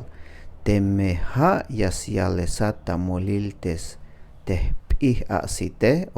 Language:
Tzeltal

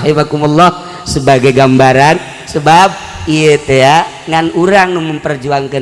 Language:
Sundanese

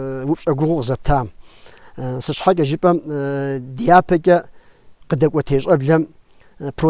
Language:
Kabardian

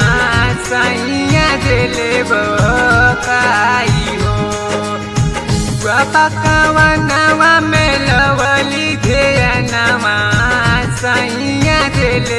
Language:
Bhojpuri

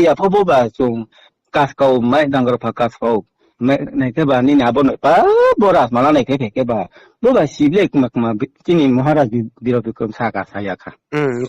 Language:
Riang (India)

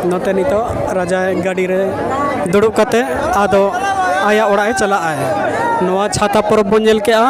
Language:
Santali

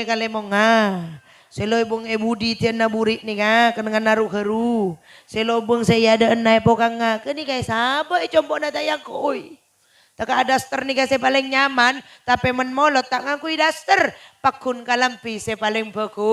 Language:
Madurese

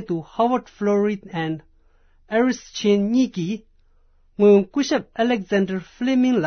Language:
Tibetan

